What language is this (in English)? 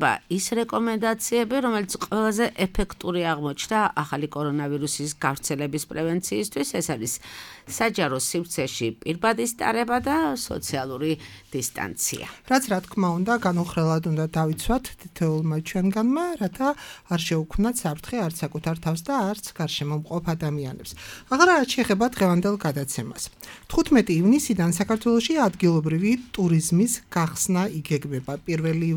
Georgian